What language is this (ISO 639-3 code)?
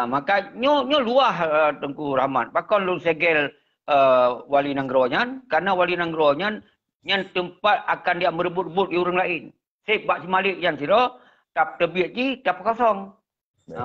ace